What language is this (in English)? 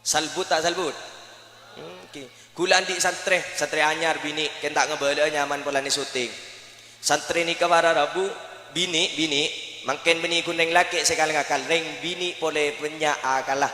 Madurese